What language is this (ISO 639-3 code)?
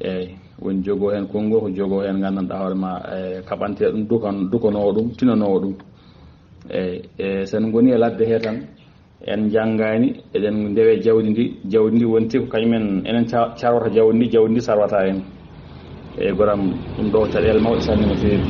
ful